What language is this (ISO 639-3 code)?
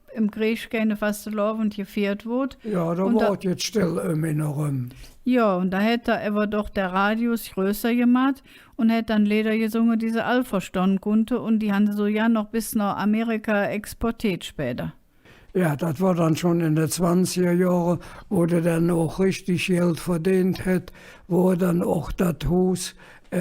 ksh